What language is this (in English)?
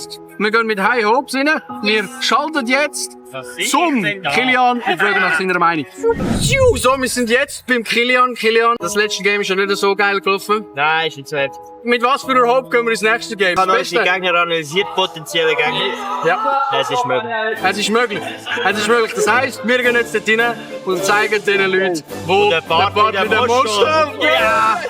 Swiss German